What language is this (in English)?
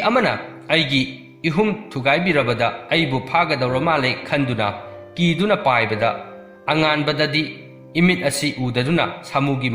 Manipuri